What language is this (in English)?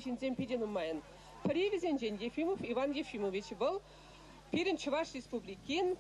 Chuvash